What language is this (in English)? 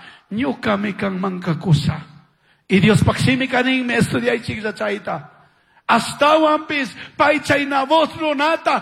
Chimborazo Highland Quichua